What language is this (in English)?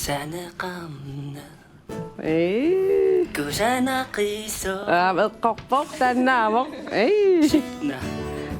Kalaallisut